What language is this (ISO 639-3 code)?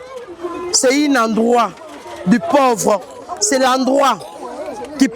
lin